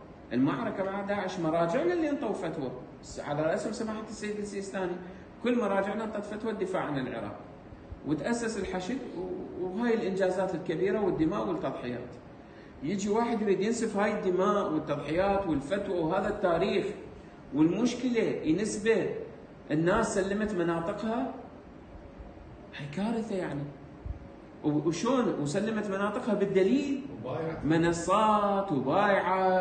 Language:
Mesopotamian Arabic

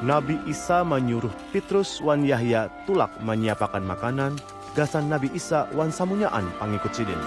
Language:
Banjar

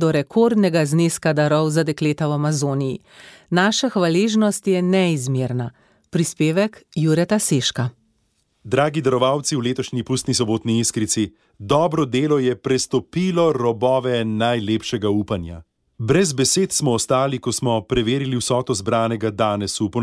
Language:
Slovenian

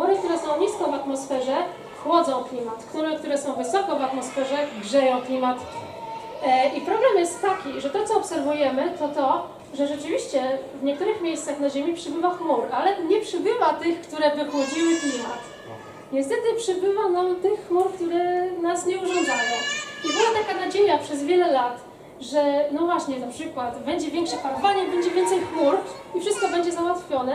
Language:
Polish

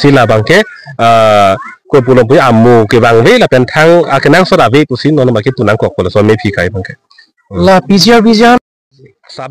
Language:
Karbi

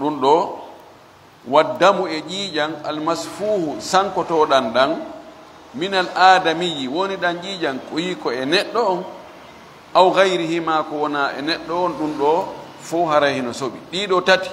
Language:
Fula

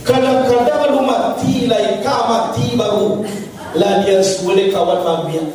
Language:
Minangkabau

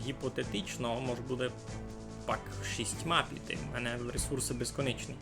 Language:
Rusyn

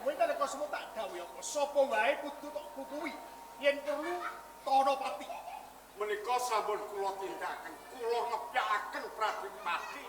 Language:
Javanese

